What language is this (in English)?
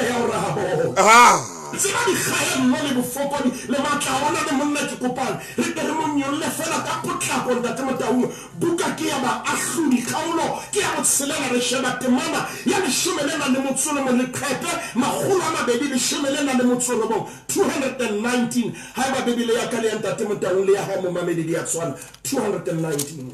Southern Sotho